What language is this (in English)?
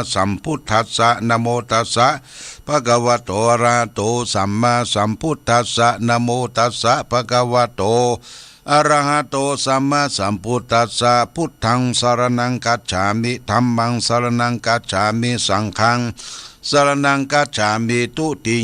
Pali